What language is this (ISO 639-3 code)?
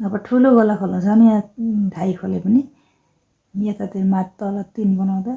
nep